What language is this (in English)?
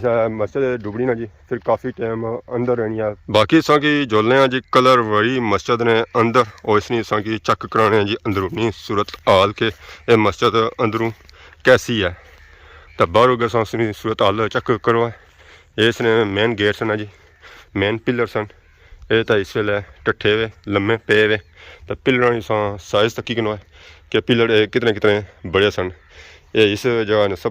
Pahari-Potwari